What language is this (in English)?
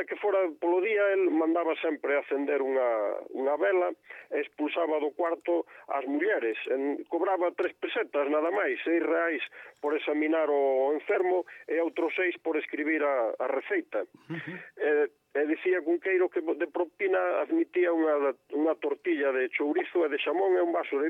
Galician